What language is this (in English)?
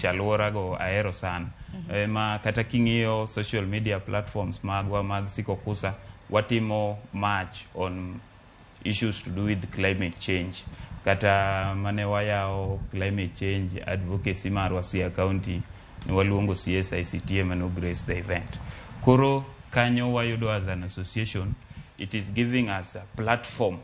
Luo (Kenya and Tanzania)